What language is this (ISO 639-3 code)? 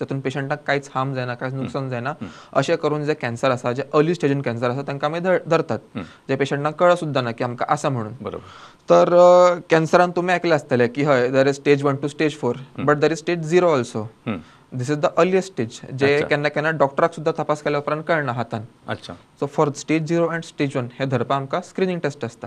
kok